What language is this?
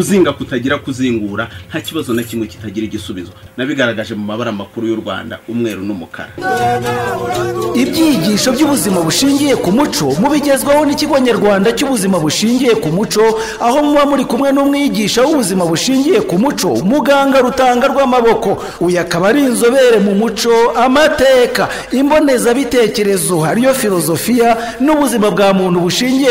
Kinyarwanda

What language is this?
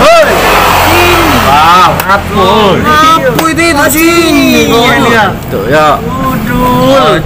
Musi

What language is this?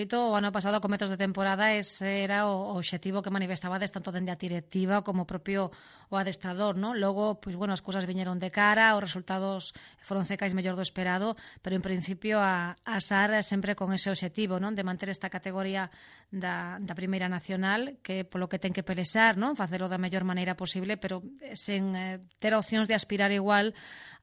Galician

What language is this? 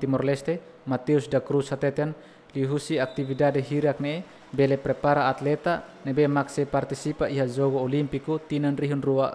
Tetum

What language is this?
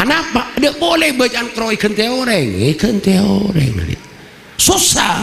Madurese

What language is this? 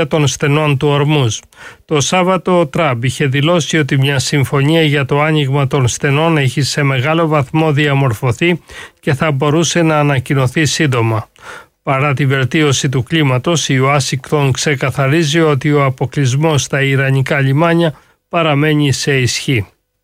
Greek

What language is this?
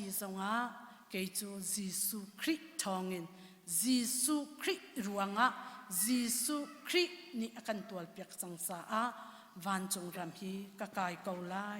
Hakha Chin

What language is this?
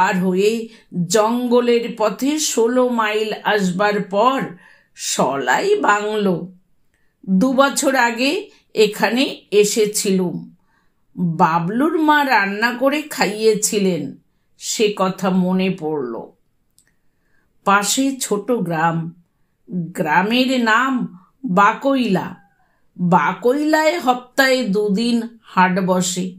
Bangla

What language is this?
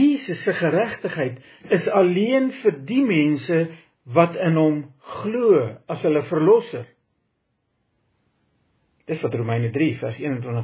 Afrikaans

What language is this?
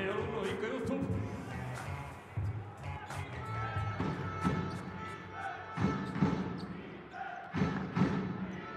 Estonian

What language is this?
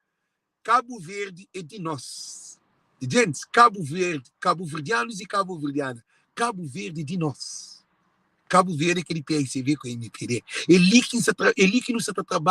Kabuverdianu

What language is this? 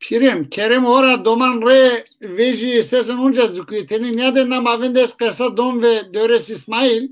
Zaza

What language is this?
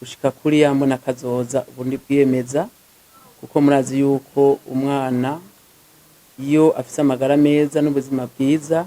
Rundi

